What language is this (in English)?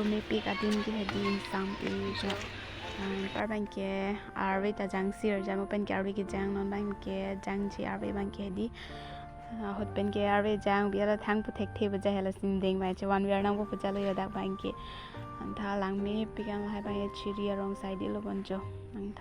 Karbi